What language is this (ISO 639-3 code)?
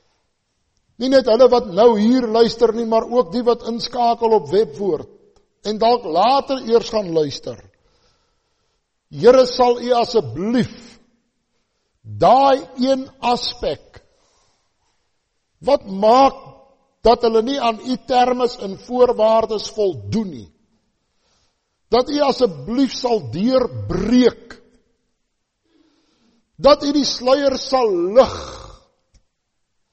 afr